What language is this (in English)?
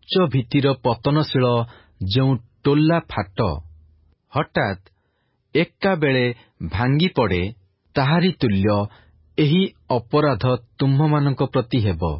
Odia